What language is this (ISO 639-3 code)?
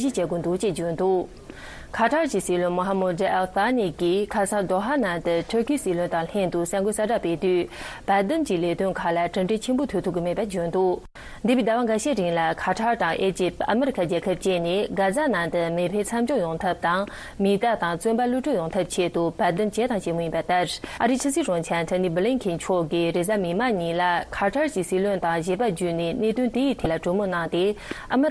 bod